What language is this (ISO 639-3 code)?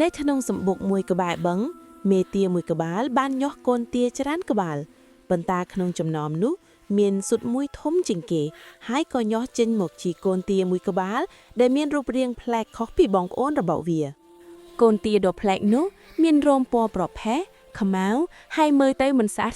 khm